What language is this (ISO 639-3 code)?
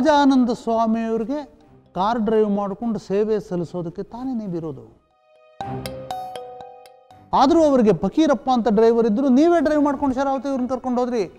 kan